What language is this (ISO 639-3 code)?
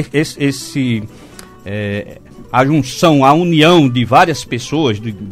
por